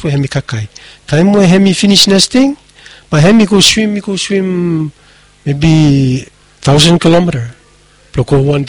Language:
Bislama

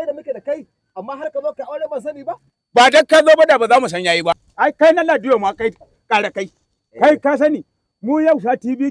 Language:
Hausa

